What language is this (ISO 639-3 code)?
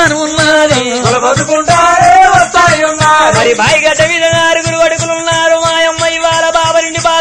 tel